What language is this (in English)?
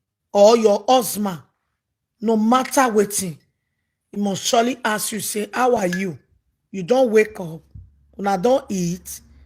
Nigerian Pidgin